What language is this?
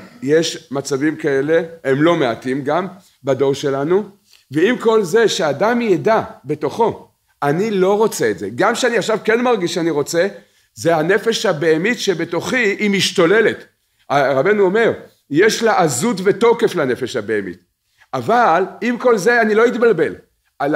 Hebrew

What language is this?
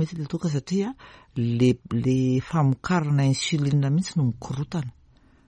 Malagasy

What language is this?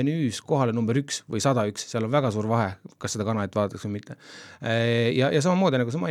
Estonian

